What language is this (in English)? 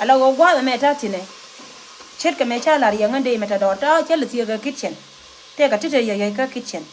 Nuer